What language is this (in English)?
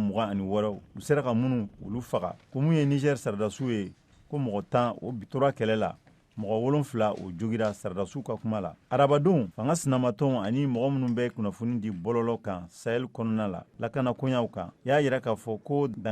Bambara